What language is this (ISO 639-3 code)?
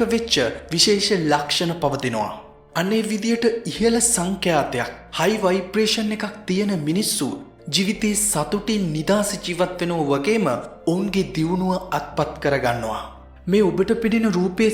sin